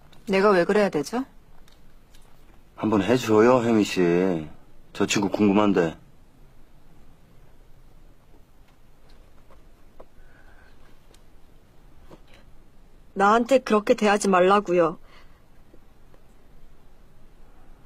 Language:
Korean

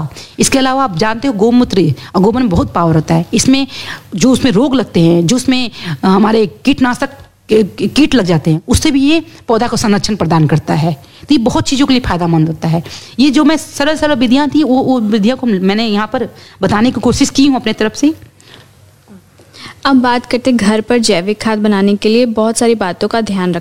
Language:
Hindi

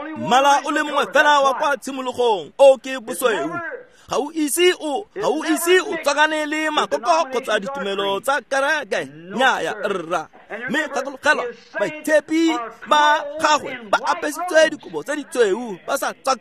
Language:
Tswana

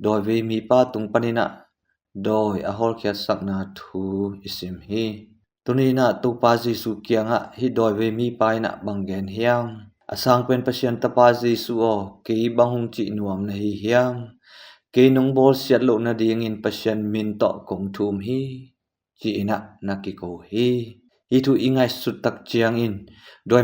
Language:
Tedim Chin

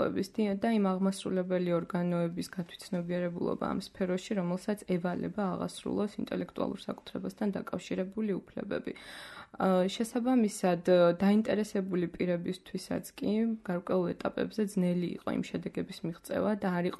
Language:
Georgian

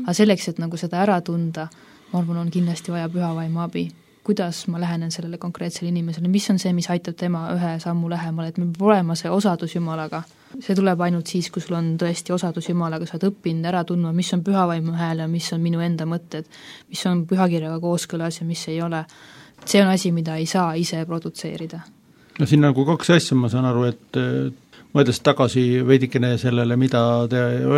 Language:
Estonian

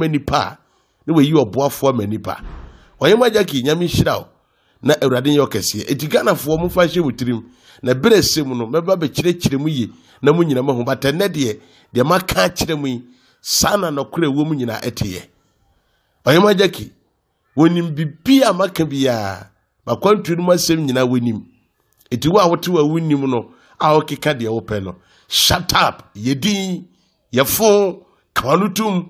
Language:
Akan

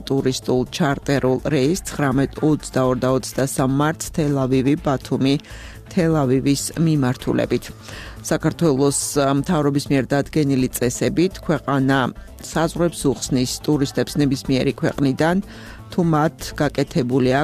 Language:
Georgian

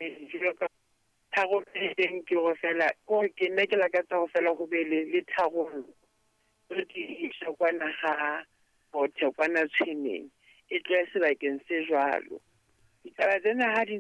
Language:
Southern Sotho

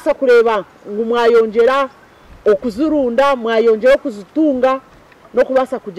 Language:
Nyankole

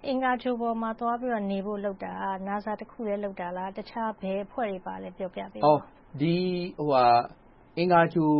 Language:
Burmese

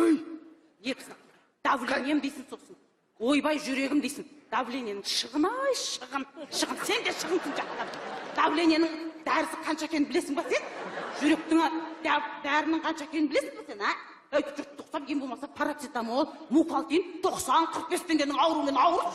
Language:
Kazakh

